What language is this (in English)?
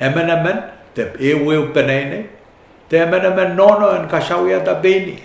Pohnpeian